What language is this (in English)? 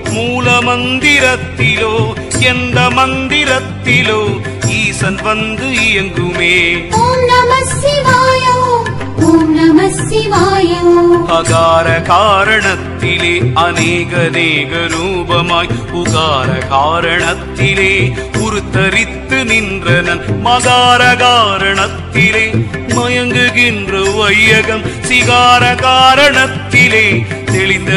Tamil